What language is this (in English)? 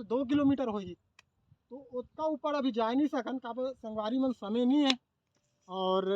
Chhattisgarhi